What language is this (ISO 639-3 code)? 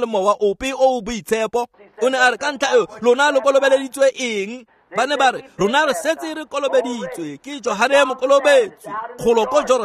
tsn